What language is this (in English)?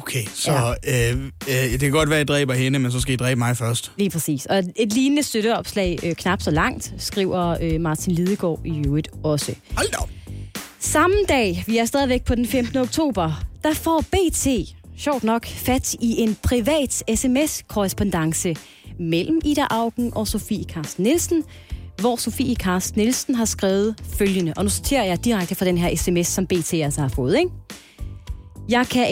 Danish